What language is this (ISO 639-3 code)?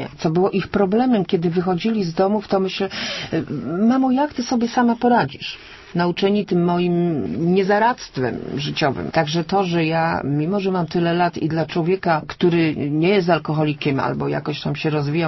pol